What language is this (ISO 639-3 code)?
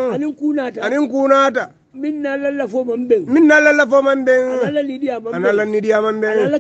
hau